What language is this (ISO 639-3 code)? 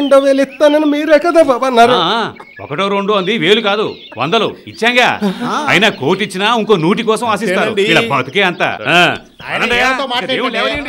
tel